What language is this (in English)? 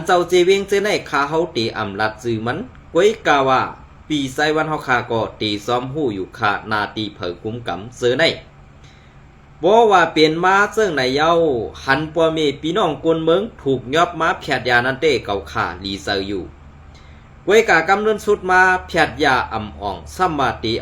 Shan